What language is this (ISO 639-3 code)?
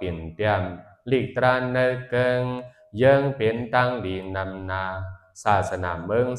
shn